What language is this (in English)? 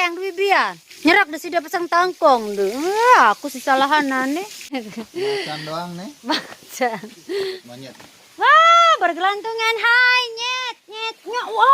Sasak